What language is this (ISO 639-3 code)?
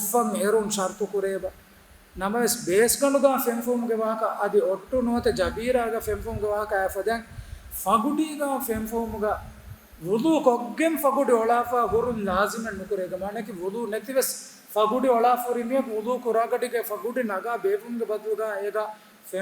div